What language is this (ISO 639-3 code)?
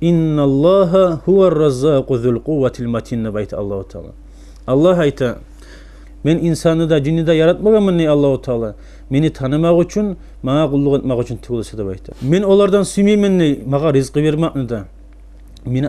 kum